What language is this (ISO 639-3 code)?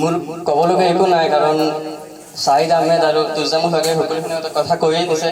asm